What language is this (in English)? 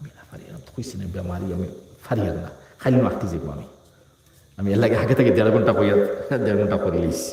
Sylheti